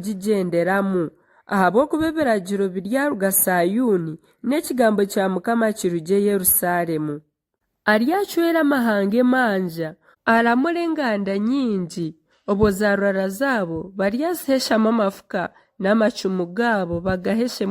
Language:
Nyankole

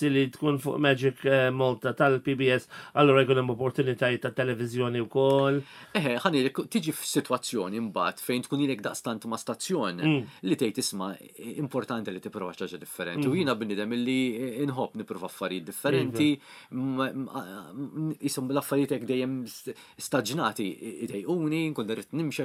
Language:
Maltese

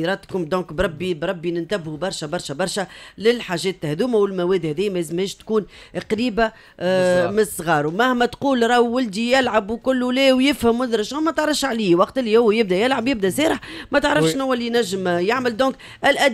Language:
Tunisian Arabic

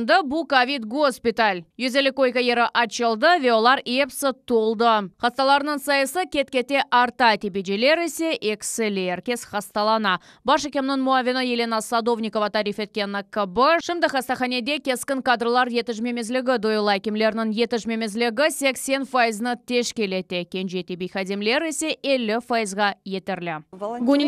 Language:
Crimean Tatar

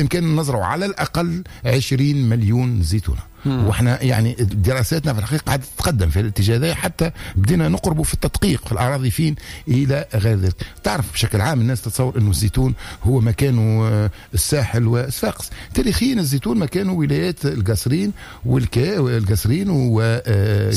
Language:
Tunisian Arabic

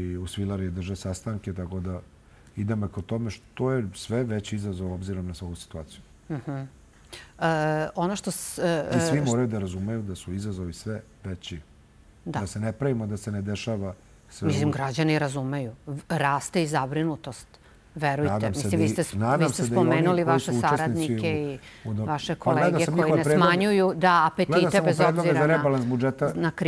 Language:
Serbian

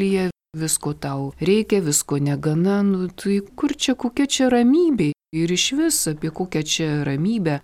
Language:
Lithuanian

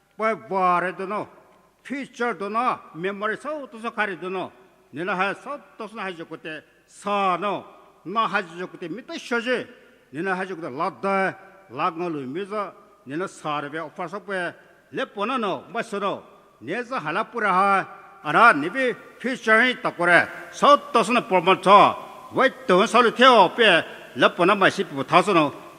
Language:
Poumei Naga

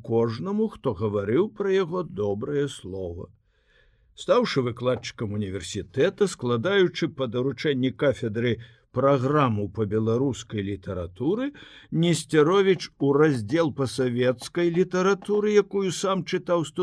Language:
Belarusian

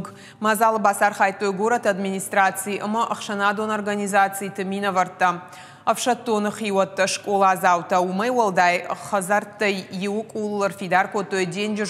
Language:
Ossetic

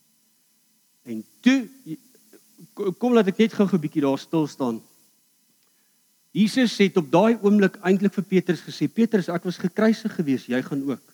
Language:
Afrikaans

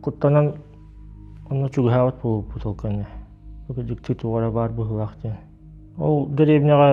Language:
Yakut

